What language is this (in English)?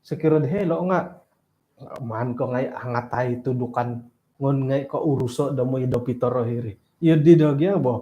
Central Dusun